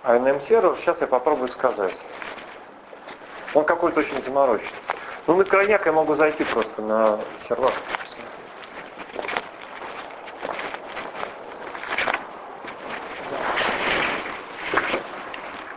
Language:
Russian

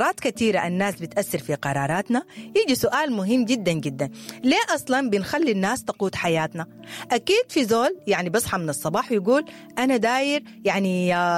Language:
Sudanese Arabic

